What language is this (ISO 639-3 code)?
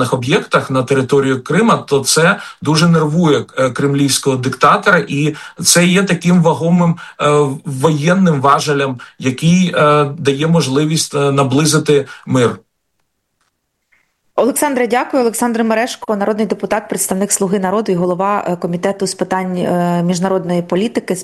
ukr